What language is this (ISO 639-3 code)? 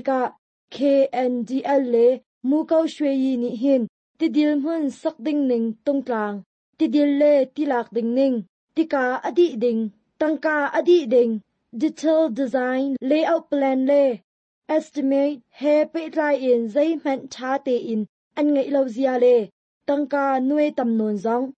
cnh